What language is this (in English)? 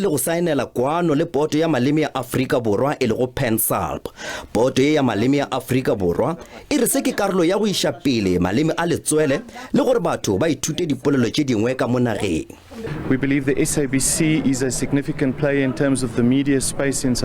Northern Sotho